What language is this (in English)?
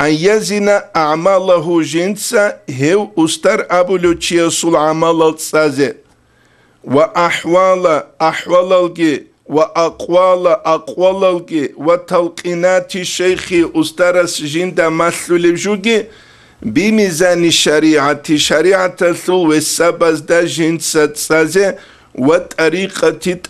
Avaric